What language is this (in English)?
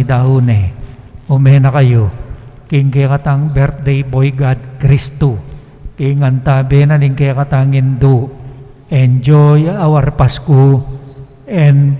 Pampanga